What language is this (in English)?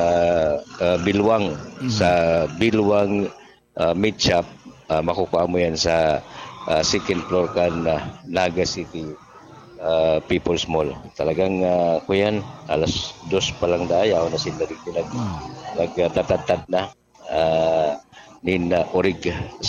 Bikol